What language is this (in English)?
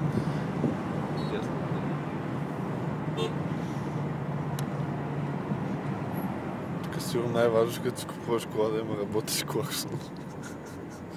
Bulgarian